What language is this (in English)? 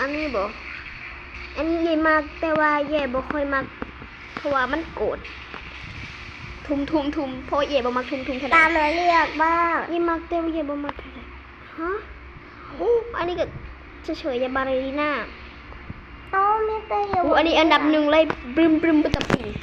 Lao